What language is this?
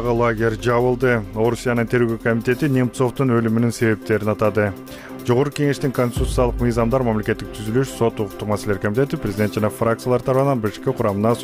Kyrgyz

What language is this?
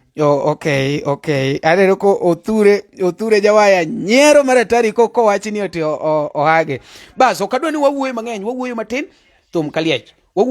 Luo (Kenya and Tanzania)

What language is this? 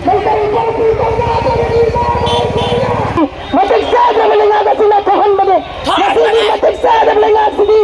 Manipuri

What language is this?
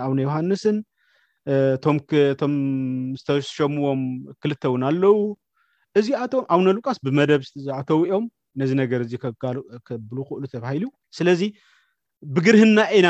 Tigrinya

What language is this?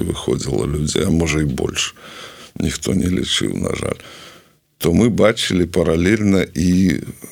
Belarusian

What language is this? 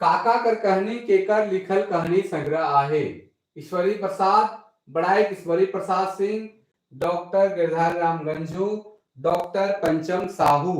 Sadri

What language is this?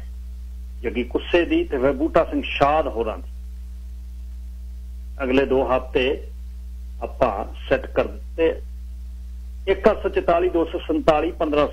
Punjabi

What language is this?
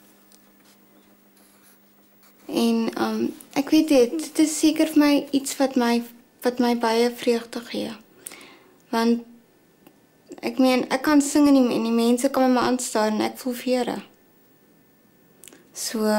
Afrikaans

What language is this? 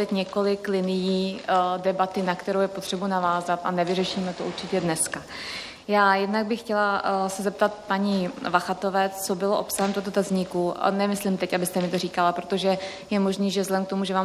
Czech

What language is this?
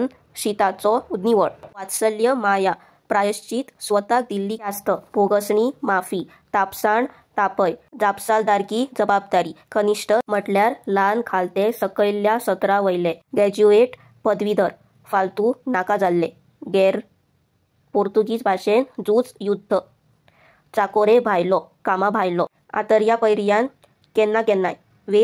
Konkani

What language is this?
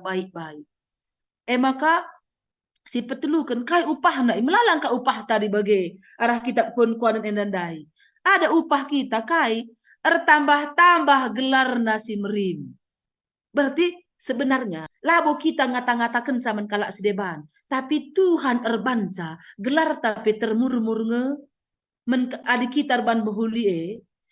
Batak Karo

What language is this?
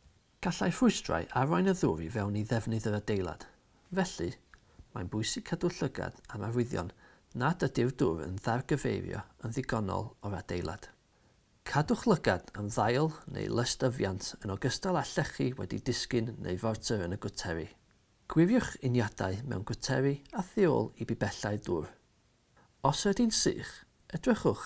Welsh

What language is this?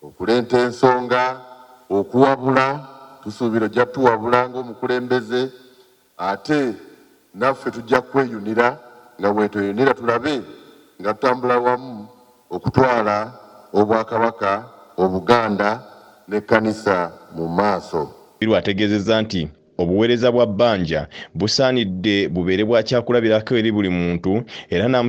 Ganda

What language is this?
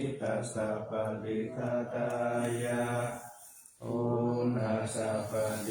Pali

